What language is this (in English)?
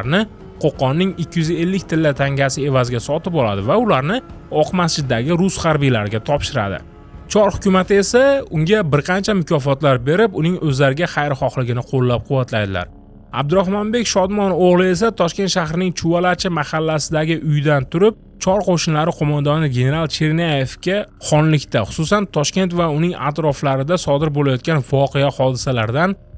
Uzbek